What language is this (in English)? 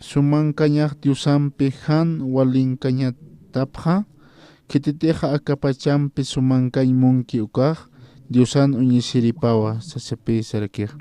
Aymara